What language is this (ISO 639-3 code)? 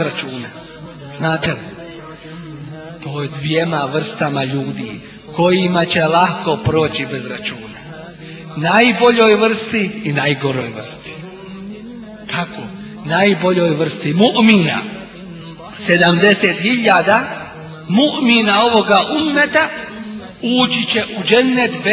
bos